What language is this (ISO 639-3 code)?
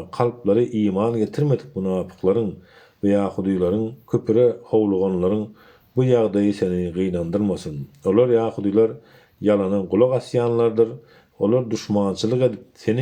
tuk